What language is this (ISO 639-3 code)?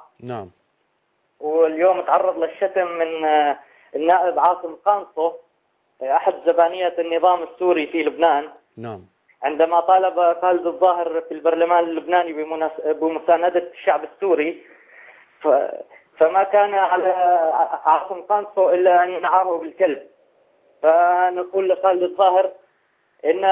ara